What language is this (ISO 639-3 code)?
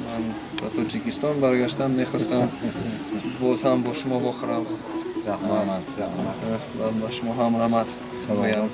tgk